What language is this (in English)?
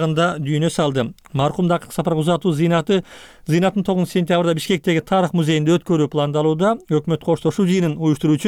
Kyrgyz